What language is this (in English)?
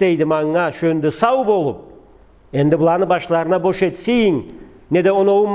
Karachay-Balkar